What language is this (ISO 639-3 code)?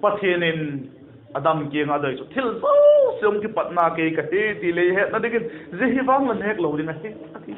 vap